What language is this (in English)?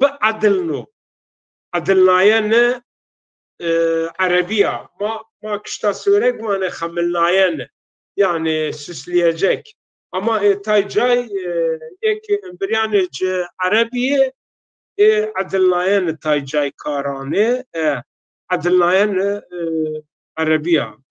Zaza